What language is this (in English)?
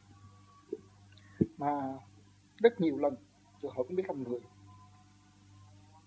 Vietnamese